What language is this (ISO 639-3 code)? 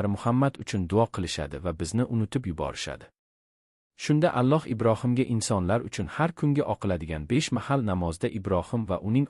uzb